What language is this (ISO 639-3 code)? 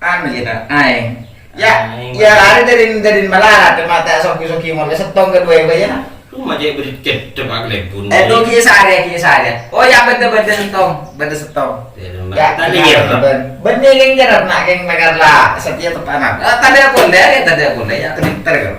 mad